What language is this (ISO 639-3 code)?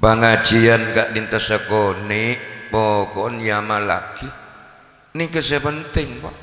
mad